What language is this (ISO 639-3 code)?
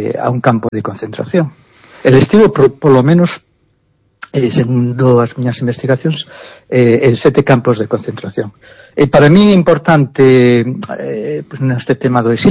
glg